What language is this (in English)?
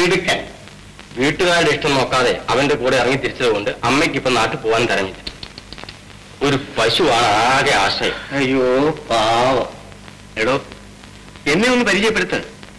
Malayalam